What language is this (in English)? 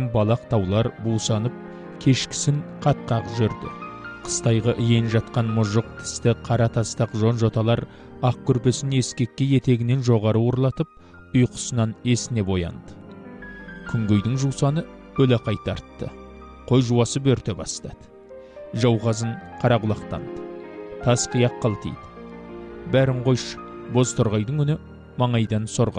Kazakh